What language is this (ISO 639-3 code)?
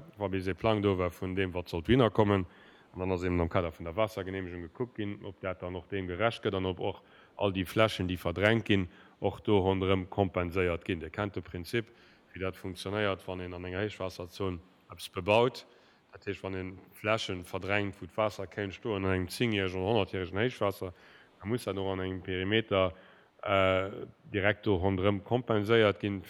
ltz